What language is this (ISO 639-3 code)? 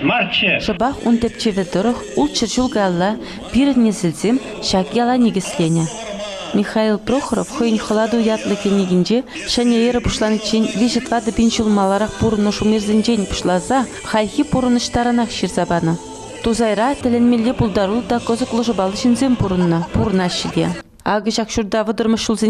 chv